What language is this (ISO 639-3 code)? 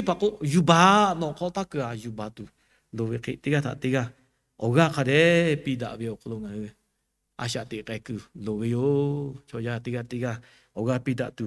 lhu